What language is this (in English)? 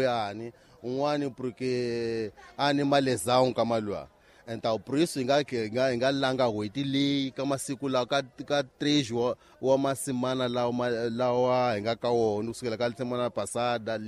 Tsonga